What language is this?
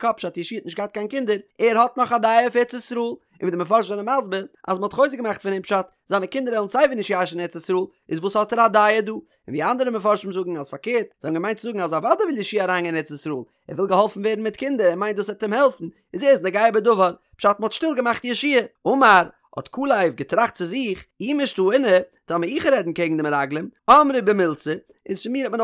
Yiddish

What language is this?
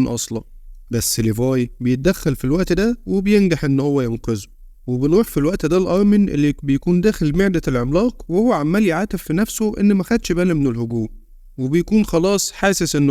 Egyptian Arabic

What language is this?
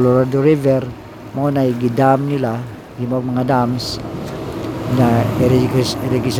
Cebuano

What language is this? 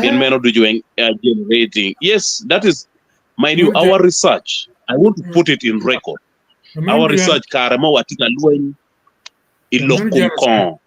Acoli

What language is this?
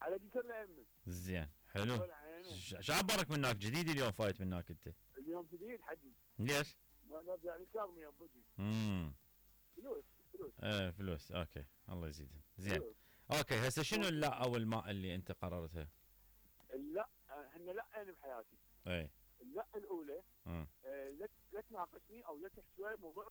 Mesopotamian Arabic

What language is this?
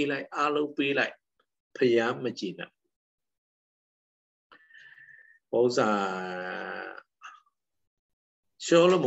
Burmese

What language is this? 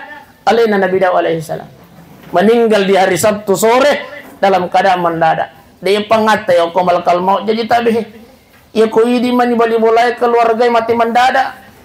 Buginese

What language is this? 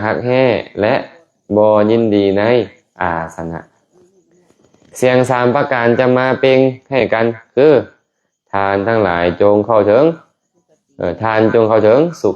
Lao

